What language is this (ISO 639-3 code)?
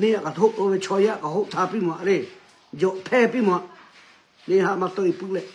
lhu